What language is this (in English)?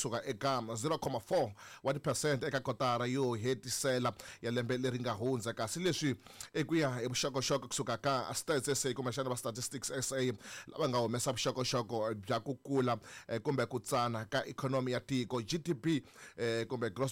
Tsonga